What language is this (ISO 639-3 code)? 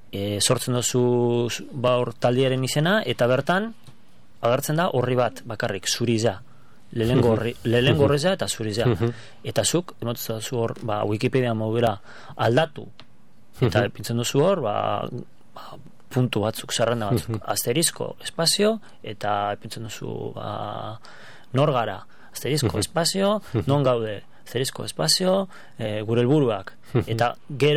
eus